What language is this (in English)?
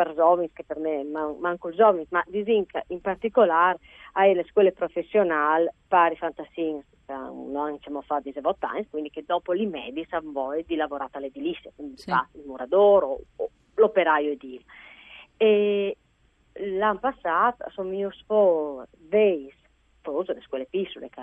Friulian